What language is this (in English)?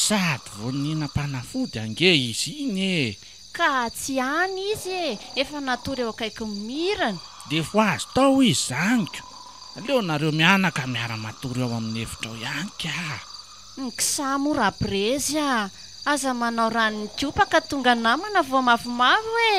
Malagasy